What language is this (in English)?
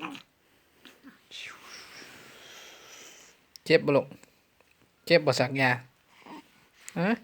Lao